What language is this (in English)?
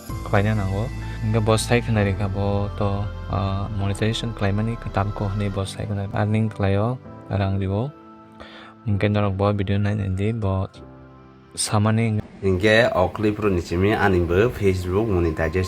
Kok Borok